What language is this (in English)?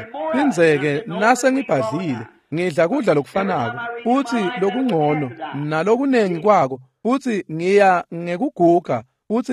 Swati